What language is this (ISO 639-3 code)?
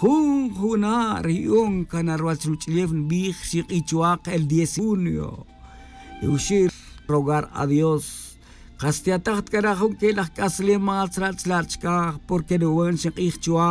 tzj